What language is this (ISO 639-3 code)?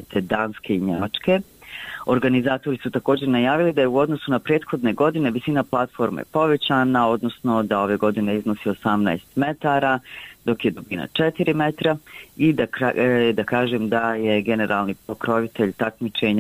bos